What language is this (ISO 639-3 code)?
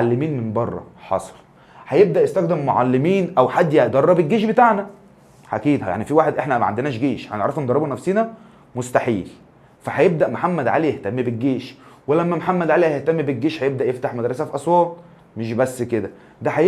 arz